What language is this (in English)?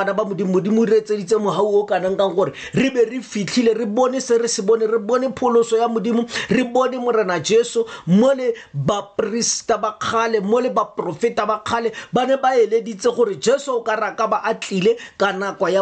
Tswana